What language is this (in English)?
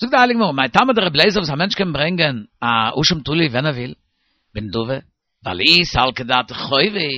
Yiddish